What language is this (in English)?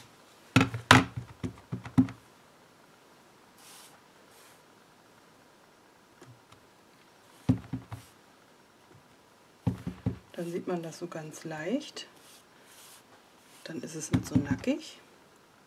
German